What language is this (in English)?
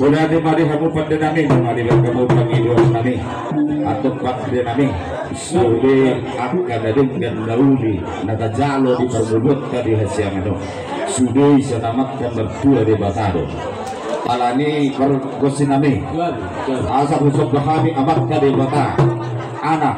Batak Toba